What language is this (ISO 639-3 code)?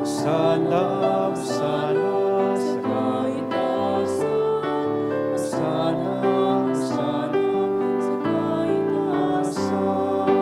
bik